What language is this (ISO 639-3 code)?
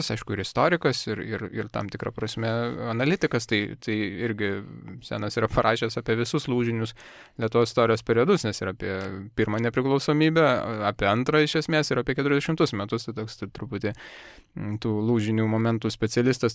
lit